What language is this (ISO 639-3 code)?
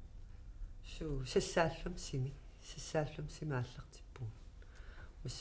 kal